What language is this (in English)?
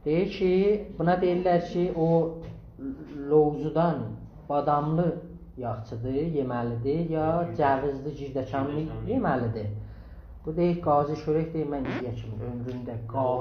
South Azerbaijani